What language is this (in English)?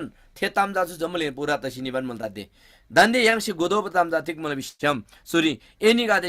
Eastern Tamang